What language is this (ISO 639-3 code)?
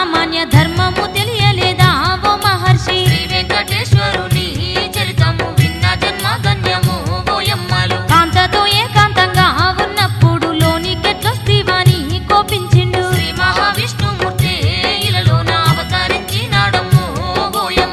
tel